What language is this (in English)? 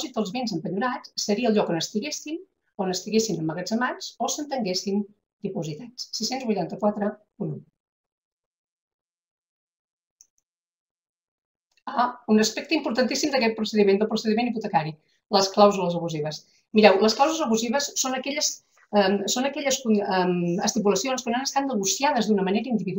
Catalan